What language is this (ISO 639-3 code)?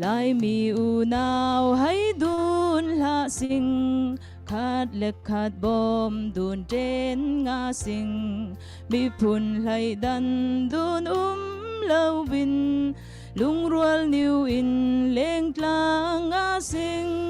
cfm